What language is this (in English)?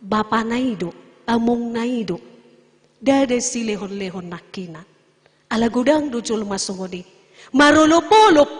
Batak Toba